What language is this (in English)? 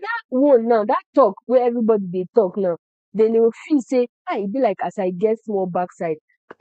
Nigerian Pidgin